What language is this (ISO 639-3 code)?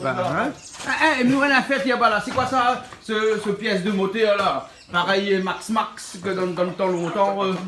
rcf